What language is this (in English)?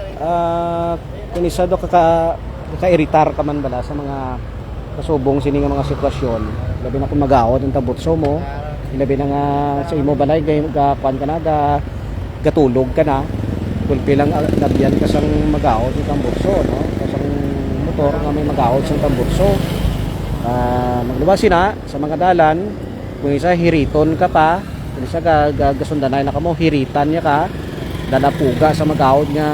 Hiligaynon